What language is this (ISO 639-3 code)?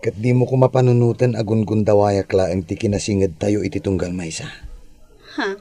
ilo